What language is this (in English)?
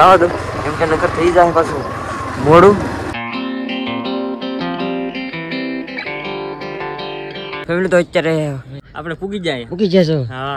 Gujarati